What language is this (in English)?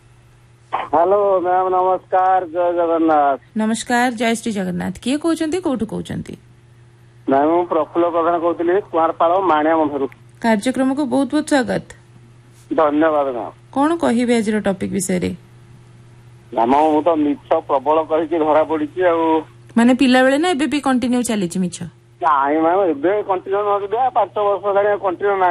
Odia